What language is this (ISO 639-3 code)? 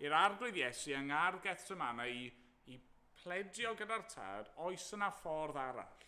cym